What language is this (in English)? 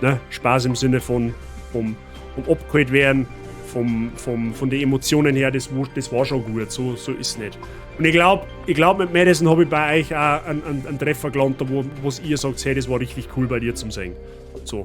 Bavarian